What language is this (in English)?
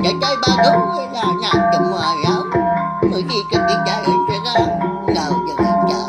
Iban